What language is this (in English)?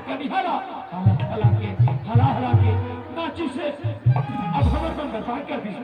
Chhattisgarhi